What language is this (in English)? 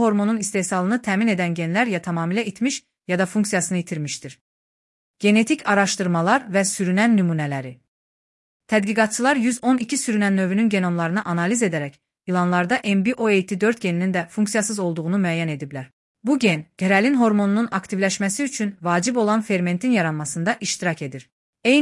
Azerbaijani